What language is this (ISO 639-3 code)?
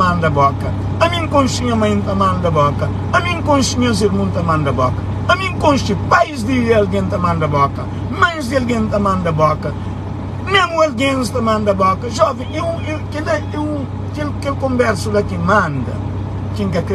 kea